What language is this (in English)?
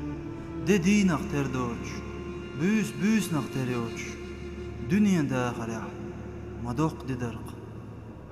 Chechen